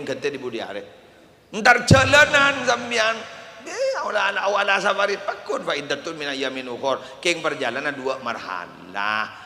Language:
Madurese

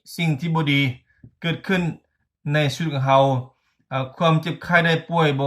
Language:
Lao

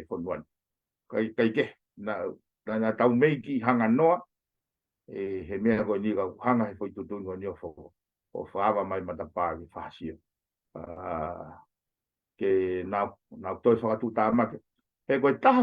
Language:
Tongan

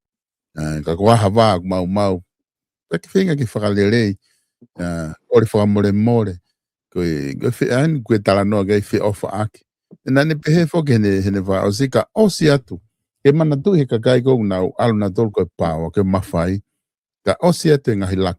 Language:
Tongan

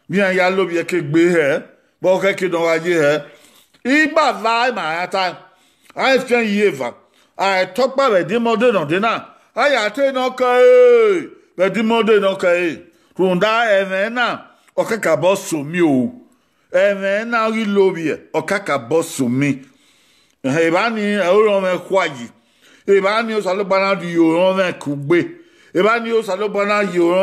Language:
Bini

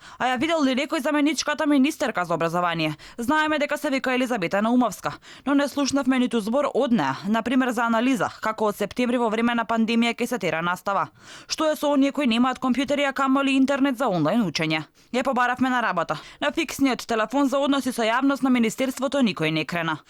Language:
Macedonian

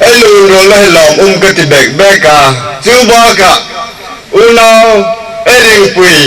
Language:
Hmar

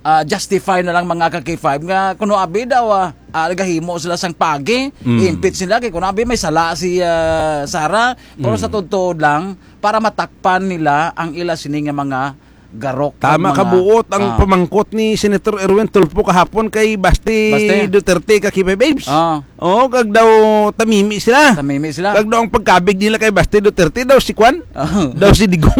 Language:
Hiligaynon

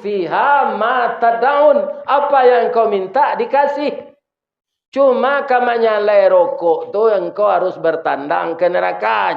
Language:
Minangkabau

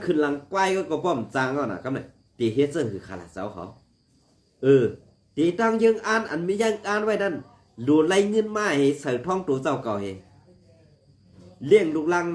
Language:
Shan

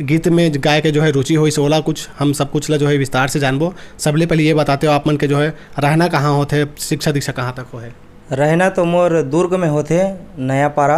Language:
Chhattisgarhi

